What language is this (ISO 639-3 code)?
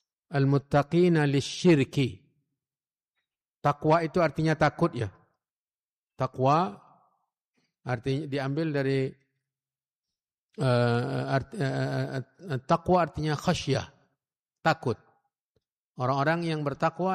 ind